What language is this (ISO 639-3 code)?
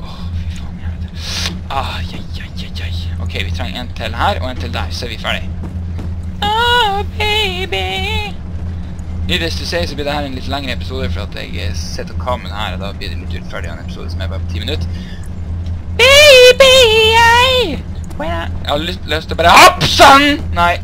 nor